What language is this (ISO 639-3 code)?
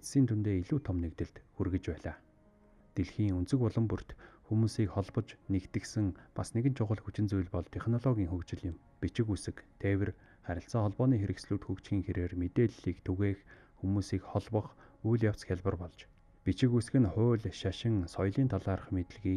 mon